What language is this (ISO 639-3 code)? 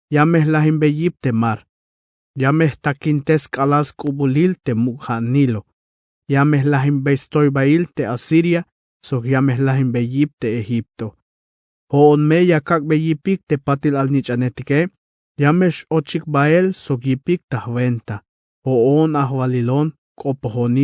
tzh